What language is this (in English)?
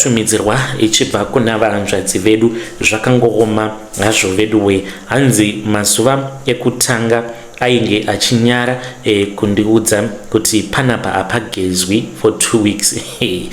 Shona